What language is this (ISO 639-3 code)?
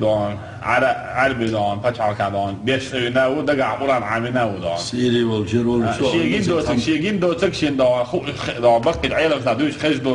che